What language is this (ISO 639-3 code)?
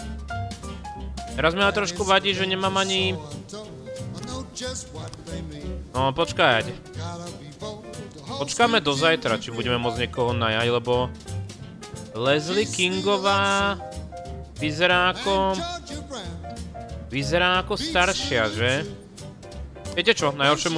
slk